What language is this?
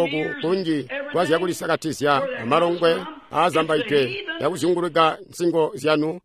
Tonga (Zambia)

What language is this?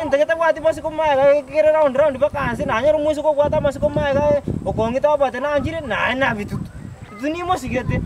Gusii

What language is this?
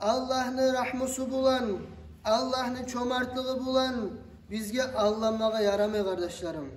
Kumyk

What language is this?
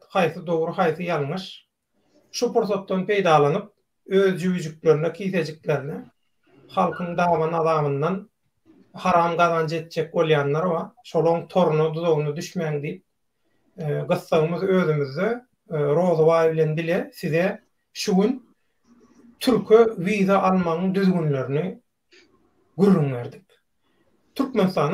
Turkmen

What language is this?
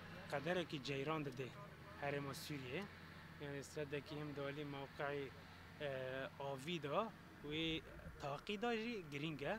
Kurdish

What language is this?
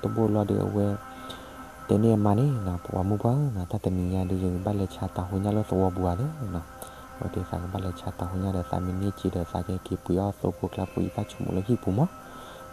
S'gaw Karen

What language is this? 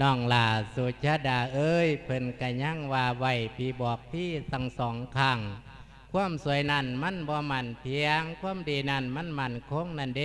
Lao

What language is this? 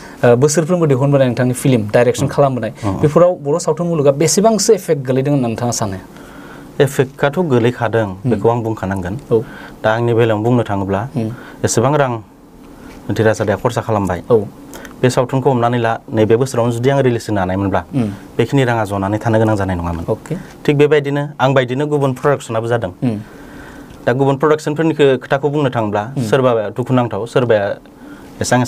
Bodo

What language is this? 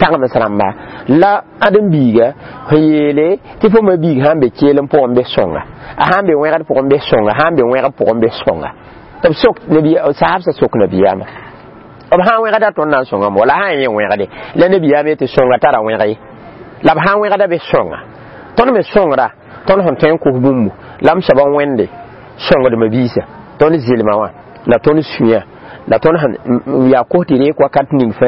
Mossi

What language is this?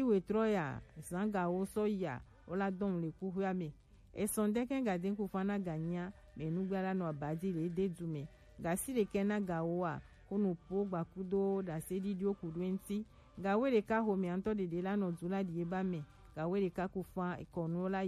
Gen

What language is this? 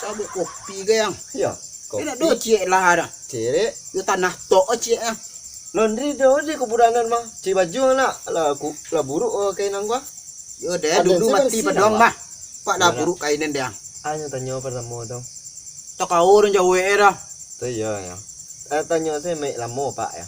Minangkabau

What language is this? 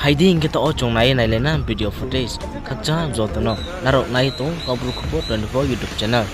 Riang (India)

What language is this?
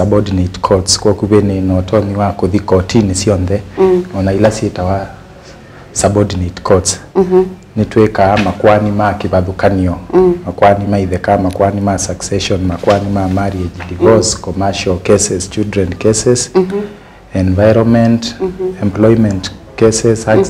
Kamba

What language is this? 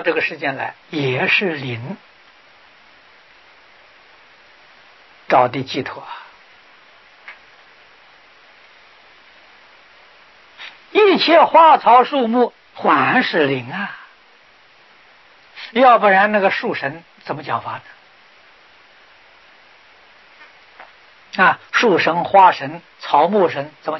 Chinese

